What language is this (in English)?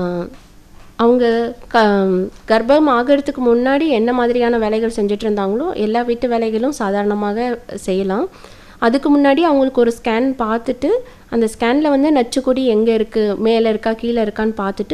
Tamil